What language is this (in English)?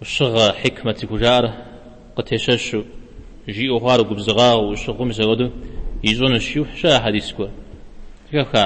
Kabardian